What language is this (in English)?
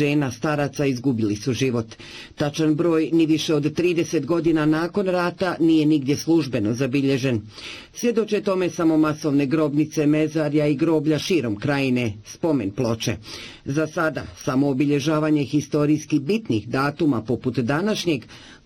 Bosnian